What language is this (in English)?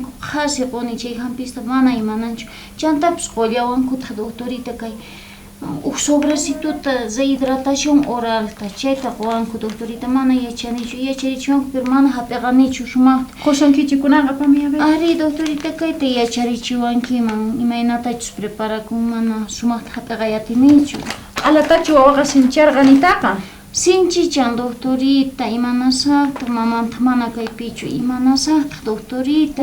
South Bolivian Quechua